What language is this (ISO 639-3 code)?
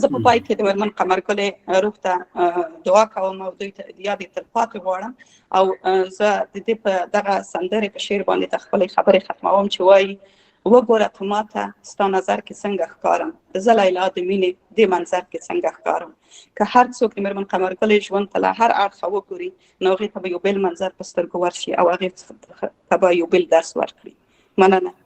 pus